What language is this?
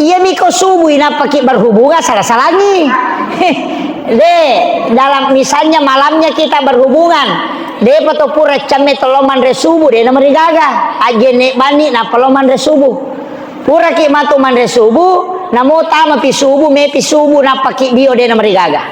Buginese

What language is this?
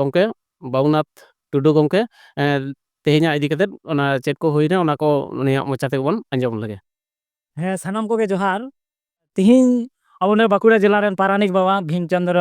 Santali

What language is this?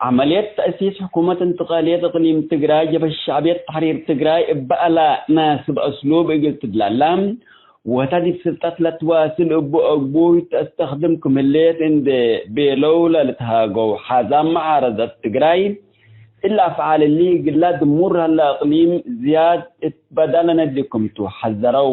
Tigre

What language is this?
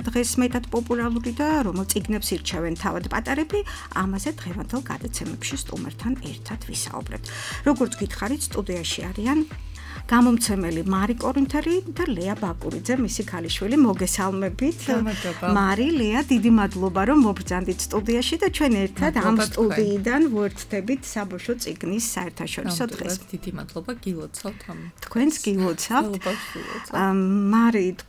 Georgian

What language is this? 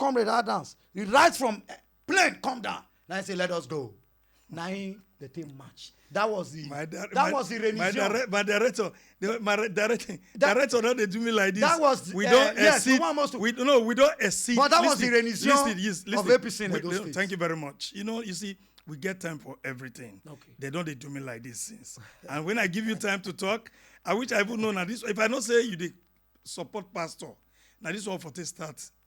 Nigerian Pidgin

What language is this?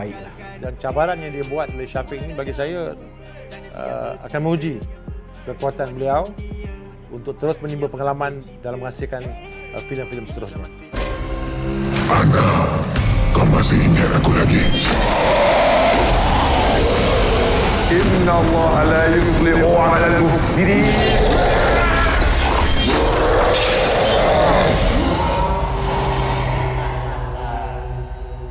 Malay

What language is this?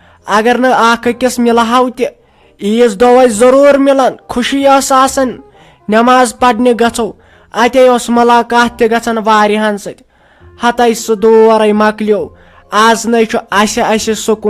Kashmiri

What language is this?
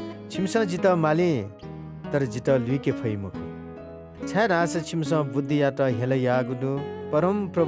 Newari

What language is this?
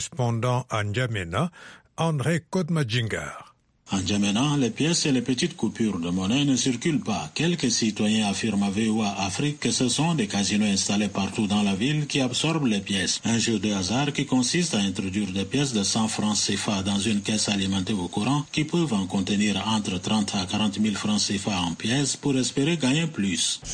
French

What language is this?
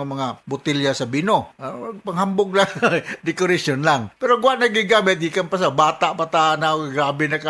Cebuano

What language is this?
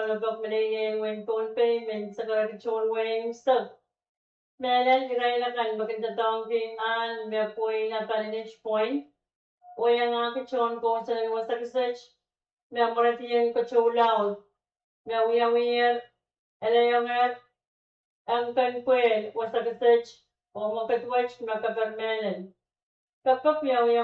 Pohnpeian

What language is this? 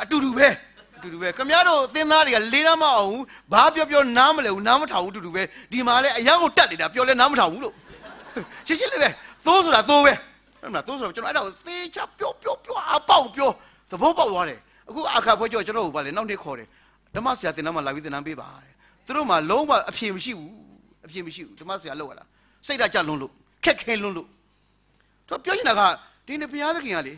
Burmese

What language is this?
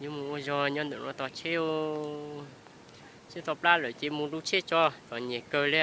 Hmong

